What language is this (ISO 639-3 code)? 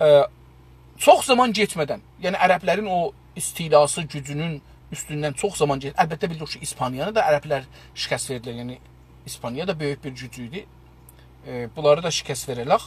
azb